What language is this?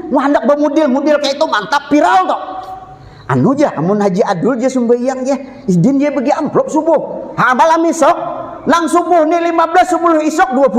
Banjar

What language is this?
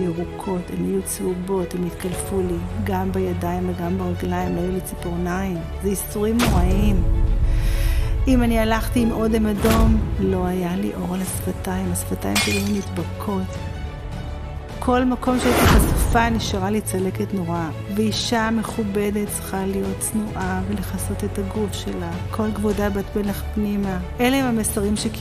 Hebrew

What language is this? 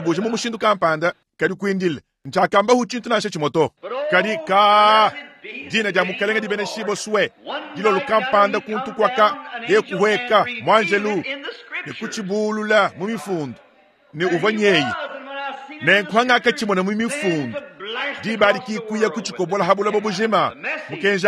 Luba-Lulua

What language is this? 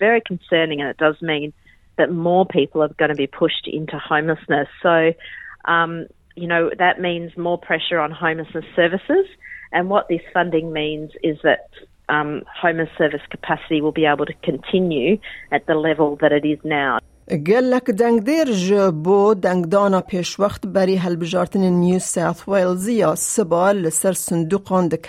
Kurdish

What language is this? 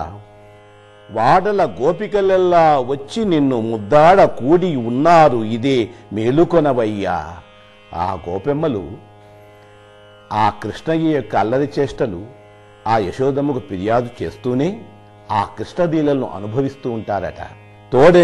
Telugu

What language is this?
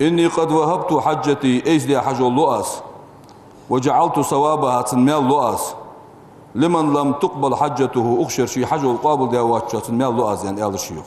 Ingush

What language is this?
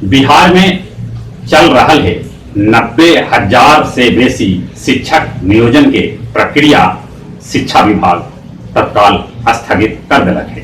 Magahi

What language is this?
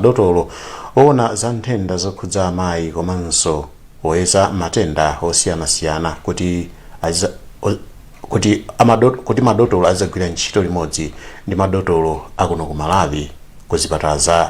Nyanja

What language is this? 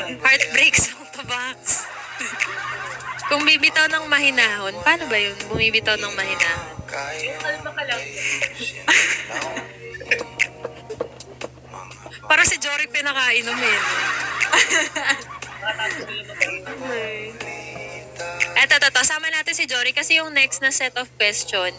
Filipino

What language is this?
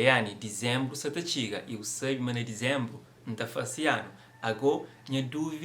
Kabuverdianu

